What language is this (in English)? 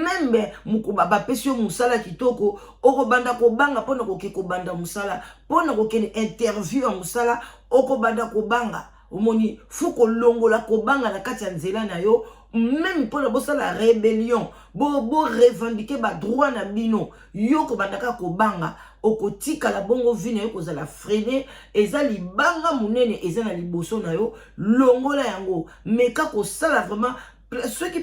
Lingala